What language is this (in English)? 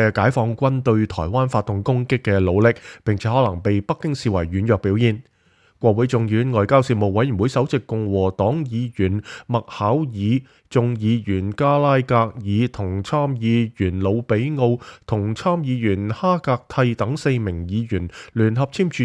Cantonese